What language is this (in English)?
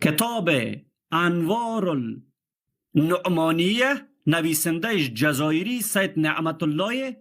Persian